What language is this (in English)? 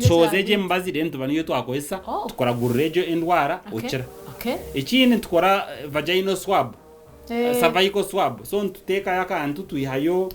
Nyankole